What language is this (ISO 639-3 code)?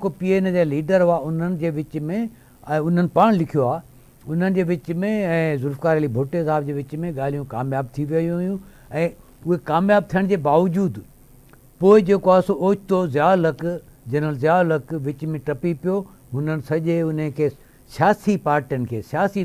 snd